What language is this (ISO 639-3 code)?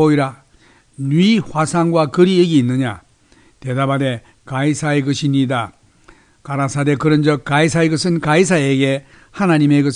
kor